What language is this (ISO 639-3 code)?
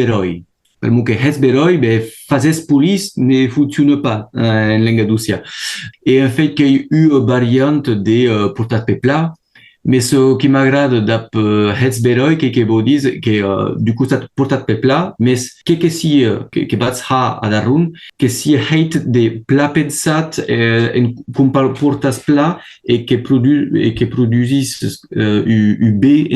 oci